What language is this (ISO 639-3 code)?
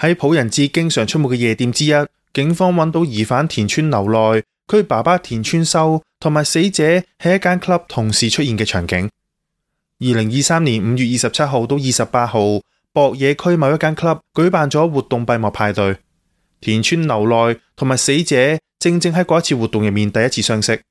yue